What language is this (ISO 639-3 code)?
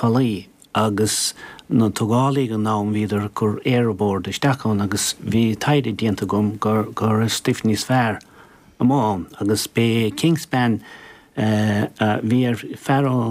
gle